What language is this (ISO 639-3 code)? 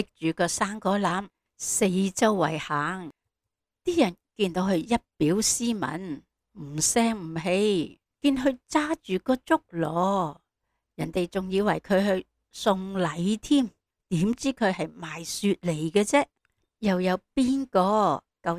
yue